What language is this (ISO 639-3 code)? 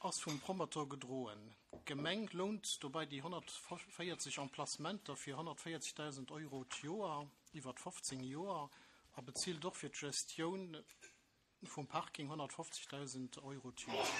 ltz